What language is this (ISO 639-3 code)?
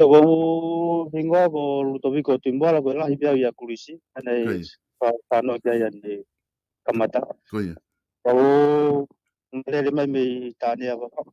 ton